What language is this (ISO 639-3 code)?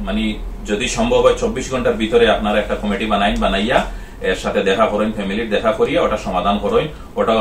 syl